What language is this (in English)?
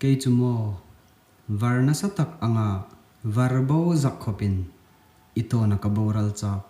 Hmar